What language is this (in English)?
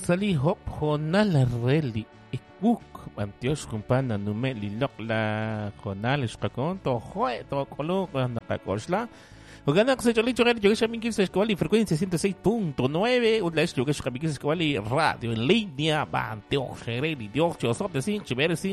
Kekchí